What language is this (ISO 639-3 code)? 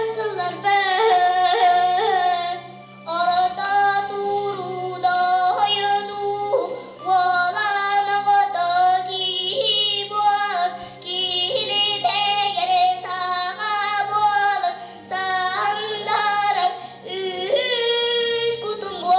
sah